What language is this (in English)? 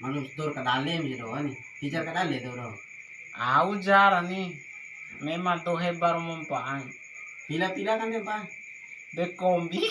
Bima